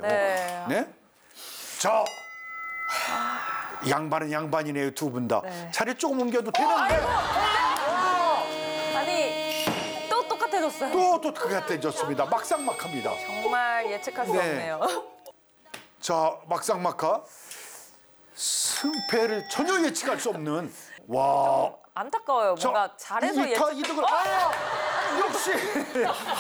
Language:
Korean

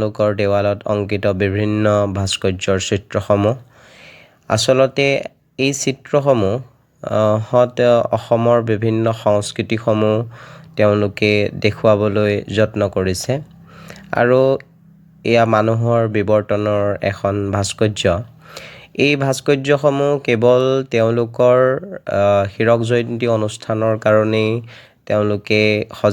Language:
Assamese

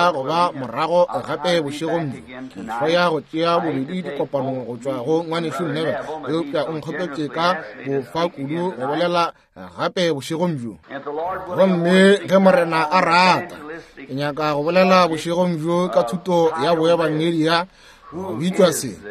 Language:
Northern Sotho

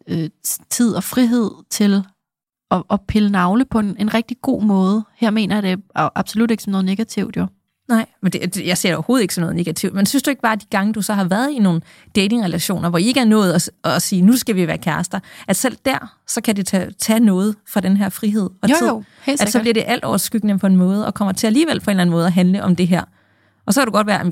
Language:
Danish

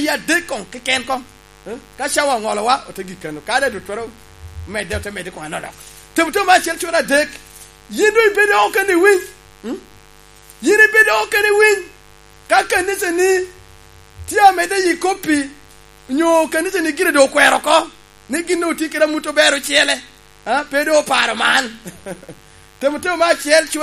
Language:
Lango (Uganda)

